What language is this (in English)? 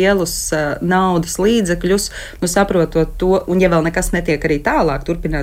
Latvian